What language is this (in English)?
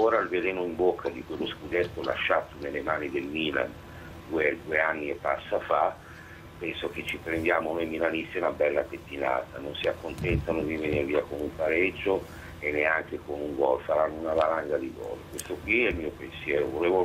Italian